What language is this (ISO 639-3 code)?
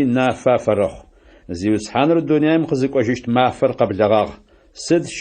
ady